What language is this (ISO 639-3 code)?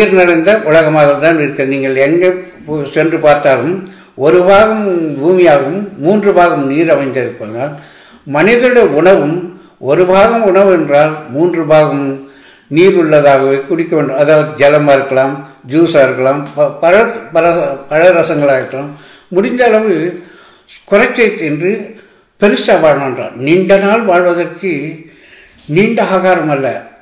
tam